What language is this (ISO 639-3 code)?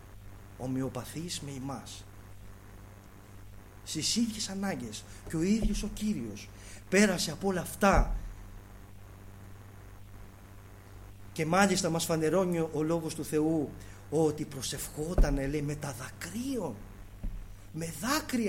ell